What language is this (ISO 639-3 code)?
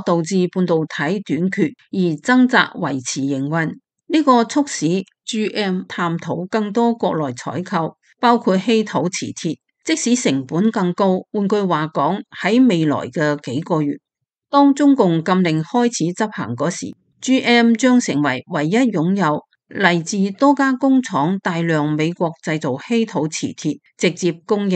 yue